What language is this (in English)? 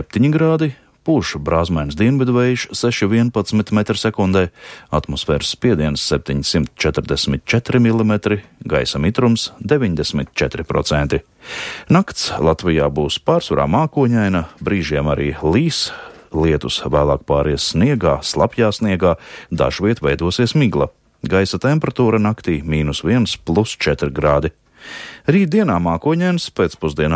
Latvian